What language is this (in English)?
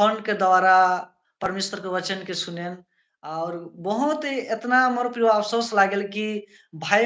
Sadri